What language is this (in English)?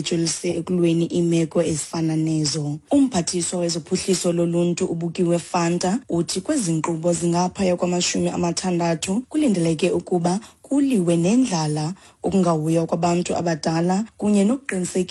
Xhosa